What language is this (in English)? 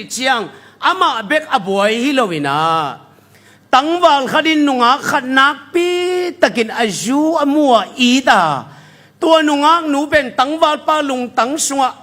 Tedim Chin